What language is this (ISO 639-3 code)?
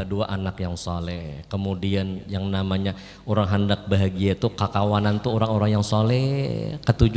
bjn